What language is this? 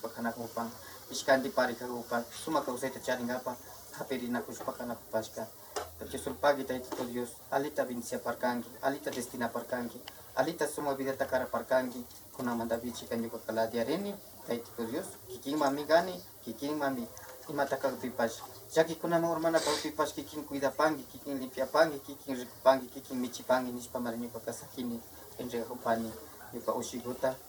Imbabura Highland Quichua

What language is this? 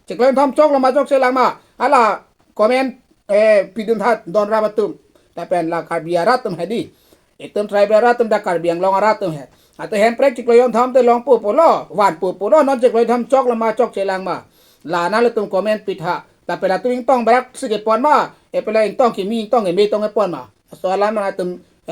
Karbi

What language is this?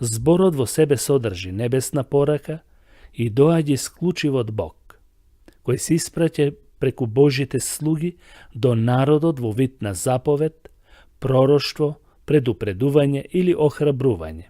Macedonian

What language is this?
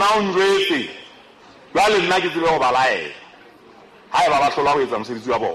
Southern Sotho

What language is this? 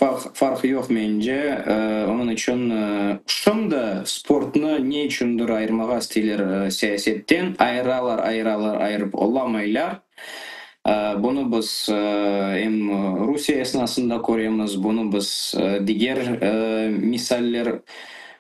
Crimean Tatar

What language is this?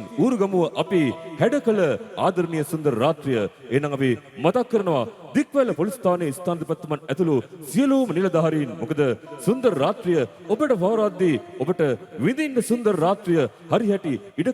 Sinhala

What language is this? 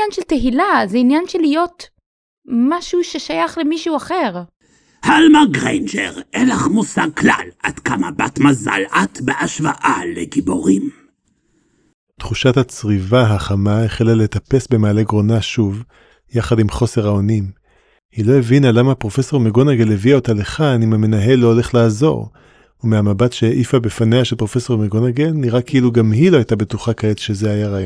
Hebrew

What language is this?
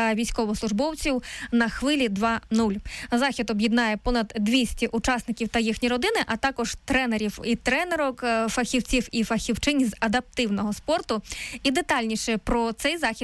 Ukrainian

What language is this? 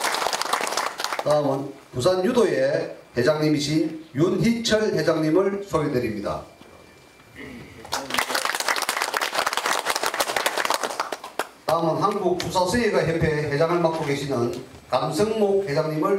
Korean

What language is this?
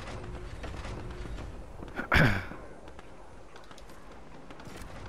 Finnish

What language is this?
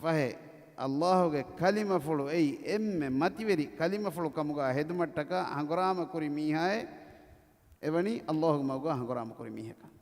Divehi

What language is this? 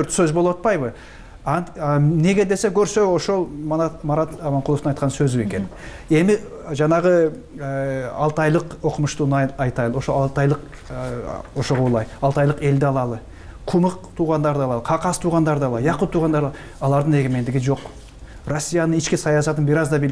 Kyrgyz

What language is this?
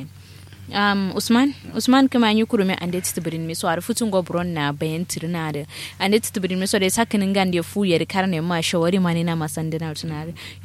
Kanuri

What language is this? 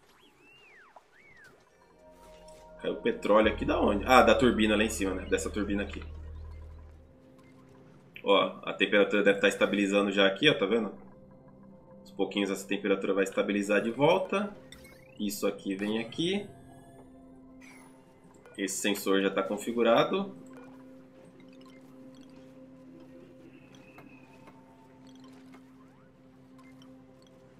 Portuguese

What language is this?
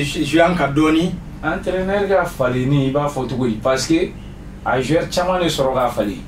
Bambara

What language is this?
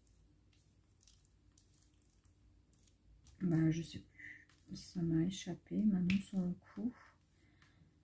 French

